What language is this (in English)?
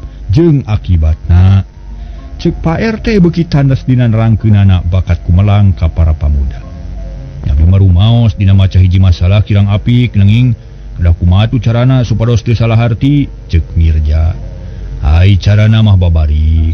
Sundanese